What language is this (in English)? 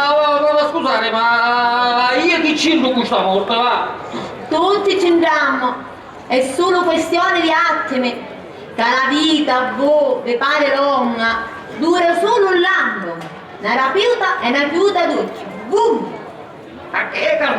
Sicilian